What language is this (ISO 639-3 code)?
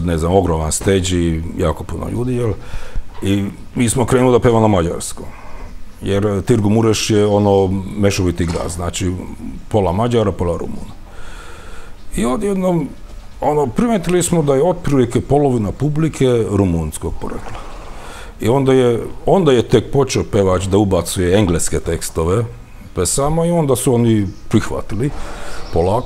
srp